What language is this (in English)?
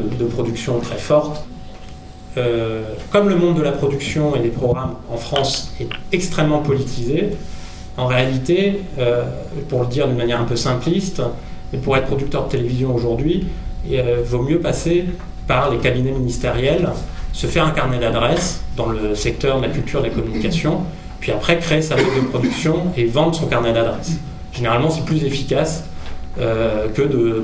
French